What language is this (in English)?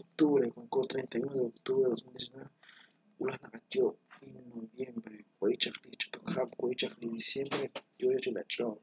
Kekchí